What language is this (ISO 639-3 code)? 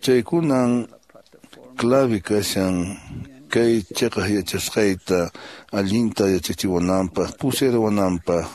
que